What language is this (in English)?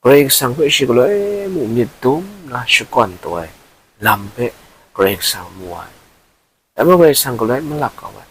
Kachin